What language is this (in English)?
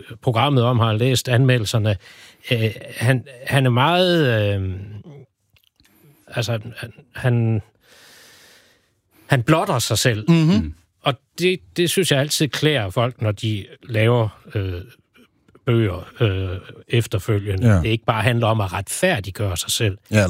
Danish